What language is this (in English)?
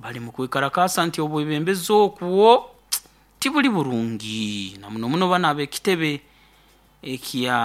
Nyoro